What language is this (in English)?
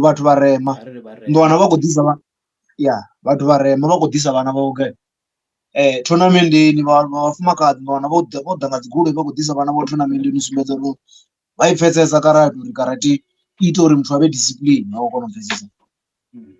Venda